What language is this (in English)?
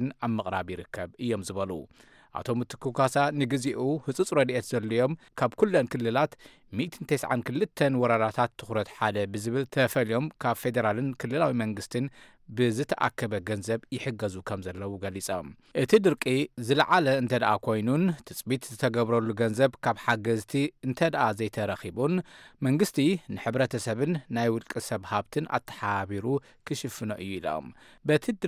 Tigrinya